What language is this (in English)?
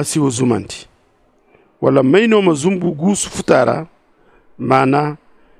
Zarma